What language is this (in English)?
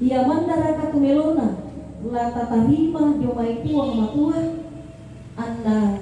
Toraja-Sa'dan